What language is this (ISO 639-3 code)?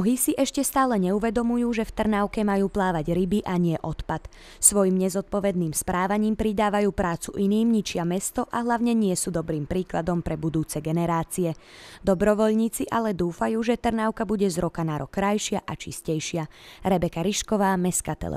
slk